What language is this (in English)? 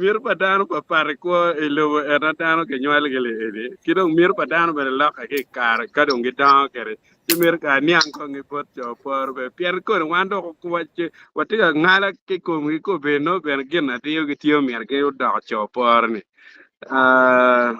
Acoli